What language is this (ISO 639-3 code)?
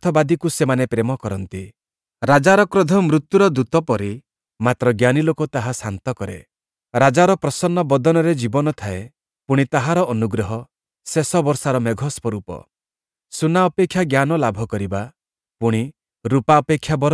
ori